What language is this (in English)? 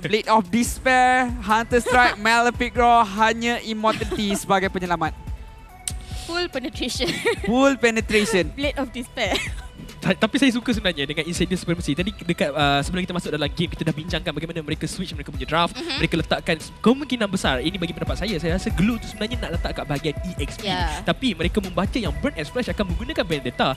Malay